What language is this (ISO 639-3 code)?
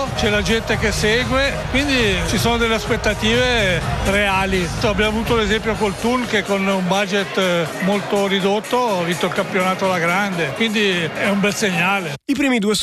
ita